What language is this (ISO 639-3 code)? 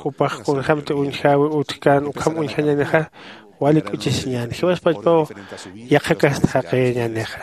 aym